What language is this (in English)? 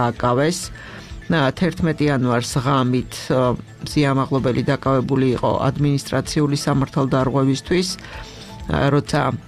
Georgian